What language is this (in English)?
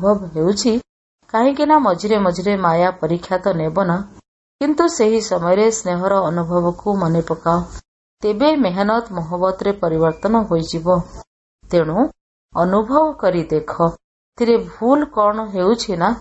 Odia